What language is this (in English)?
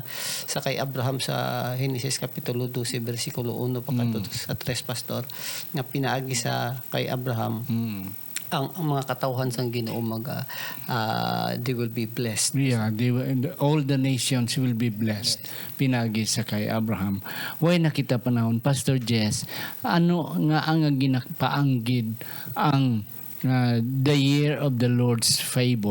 Hiligaynon